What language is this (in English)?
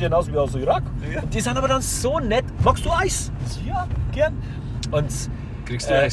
Bavarian